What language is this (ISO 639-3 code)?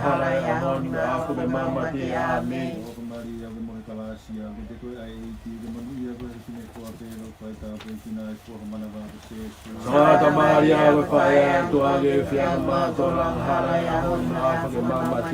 ton